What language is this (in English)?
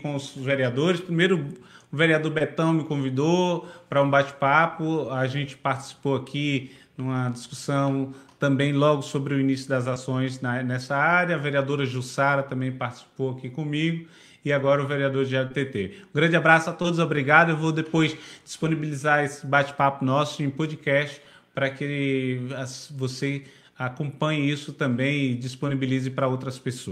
Portuguese